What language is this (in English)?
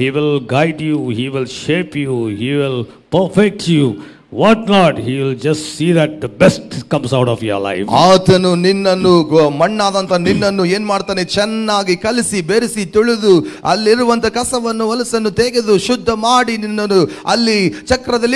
Kannada